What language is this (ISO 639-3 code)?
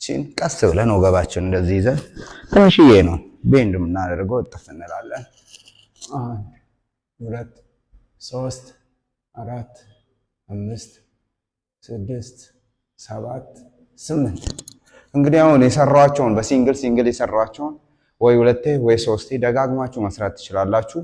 amh